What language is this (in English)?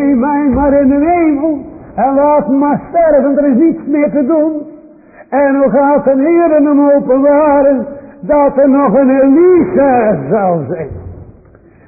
Dutch